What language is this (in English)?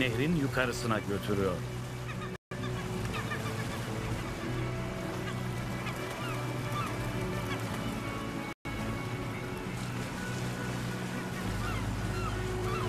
Turkish